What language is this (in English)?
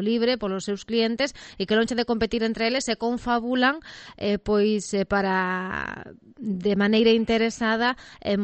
Galician